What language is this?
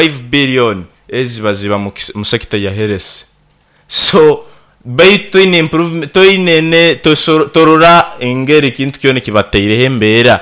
Nyoro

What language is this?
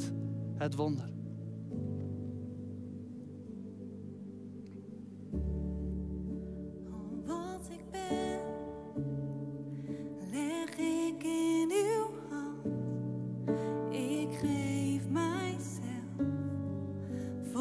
Dutch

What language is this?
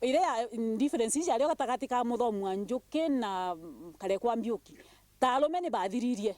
Meru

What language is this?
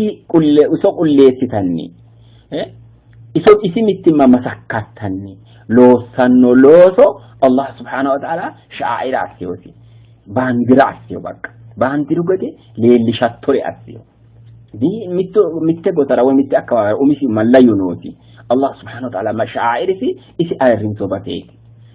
Sidamo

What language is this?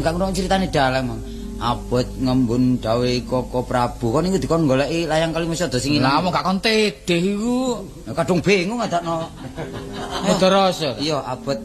Javanese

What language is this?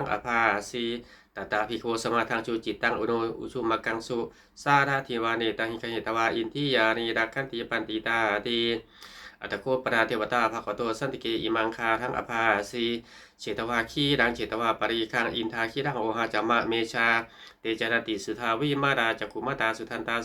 Pali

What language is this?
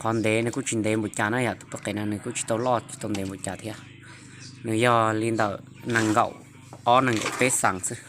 Hmong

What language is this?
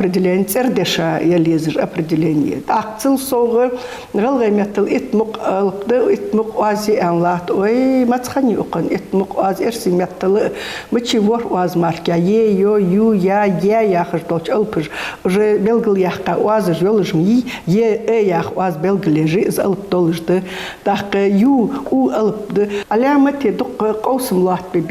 Ingush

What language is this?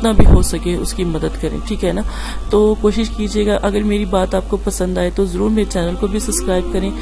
Urdu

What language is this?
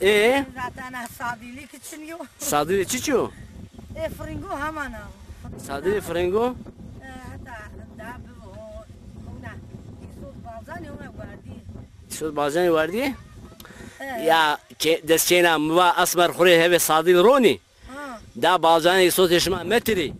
Zaza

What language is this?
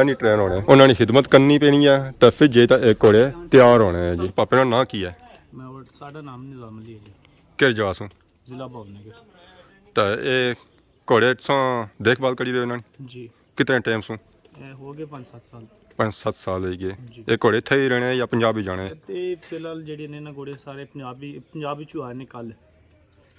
Pahari-Potwari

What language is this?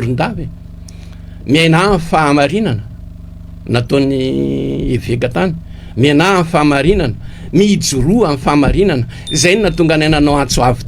Malagasy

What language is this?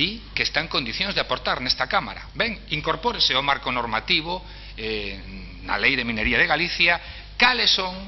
Galician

